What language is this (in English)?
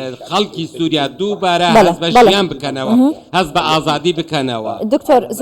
Central Kurdish